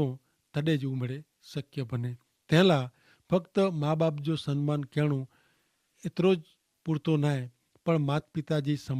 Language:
Kachhi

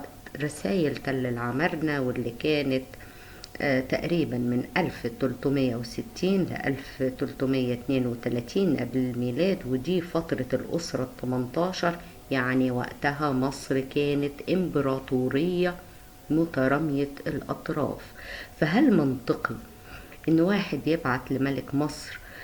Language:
Egyptian Arabic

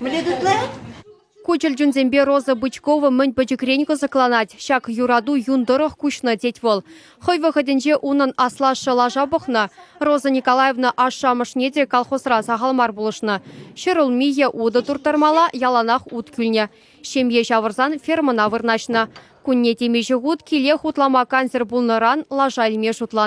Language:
Chuvash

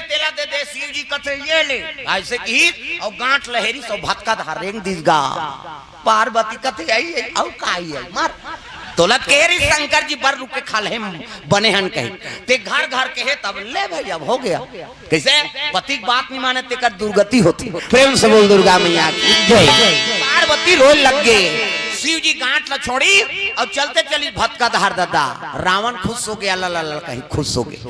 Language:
Chhattisgarhi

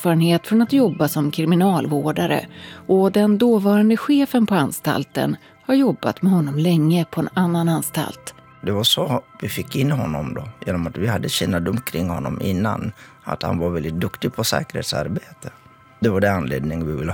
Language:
Swedish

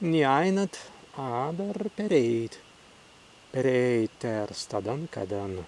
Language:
Prussian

